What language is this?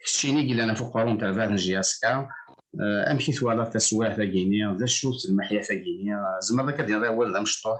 Kabyle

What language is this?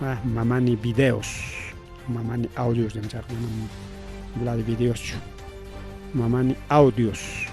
Ayacucho Quechua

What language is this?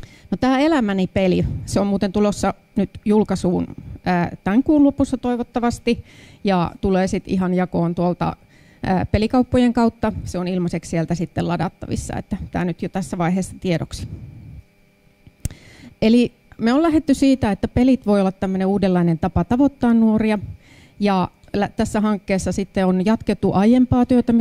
Finnish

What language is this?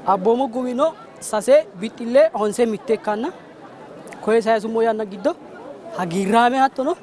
Sidamo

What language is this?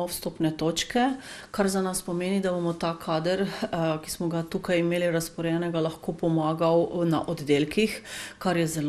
Slovenian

